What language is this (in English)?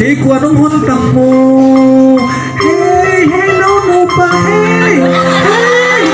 Tedim Chin